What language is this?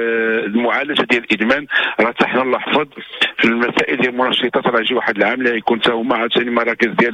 Moroccan Arabic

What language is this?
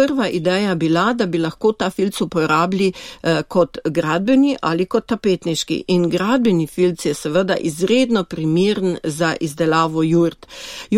Slovenian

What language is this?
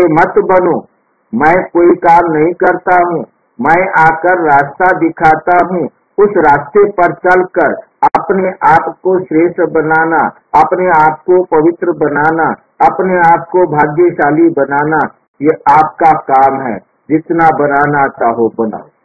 Hindi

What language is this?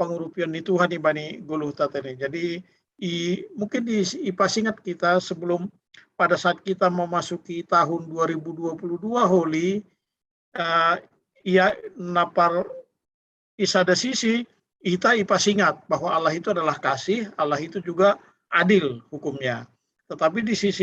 Batak Simalungun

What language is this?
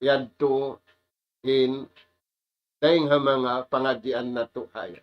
Tausug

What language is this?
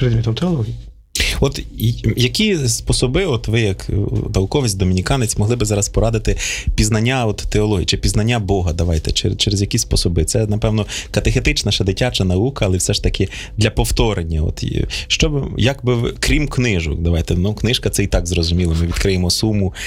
Ukrainian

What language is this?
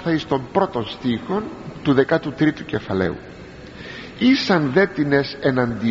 Greek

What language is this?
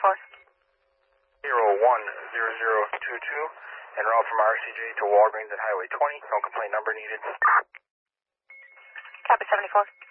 English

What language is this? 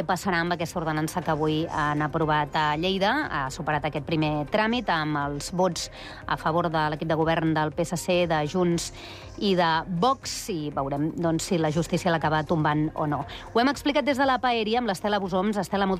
Catalan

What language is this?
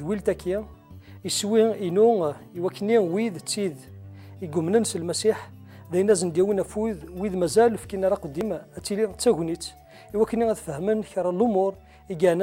Kabyle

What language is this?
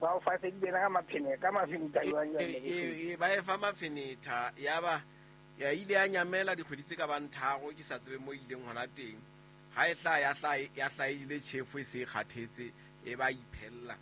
Southern Sotho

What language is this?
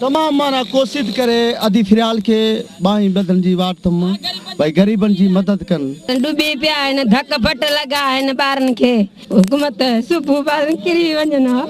Sindhi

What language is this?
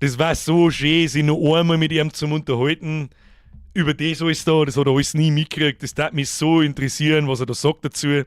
Bavarian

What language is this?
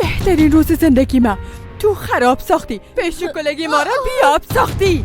Persian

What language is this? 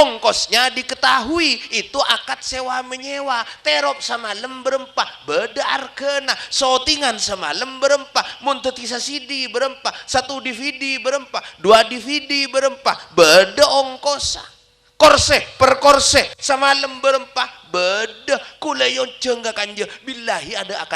Madurese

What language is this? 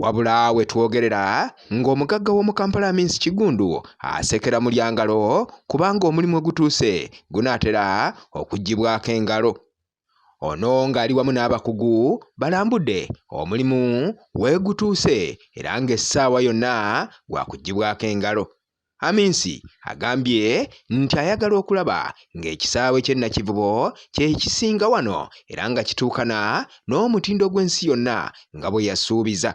Ganda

